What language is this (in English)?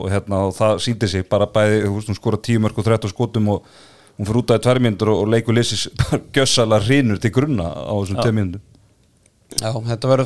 Icelandic